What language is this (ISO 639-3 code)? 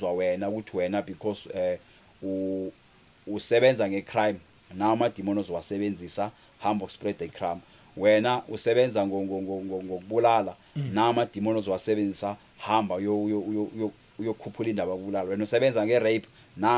zul